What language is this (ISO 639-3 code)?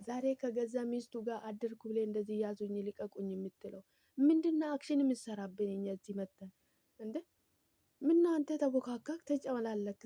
amh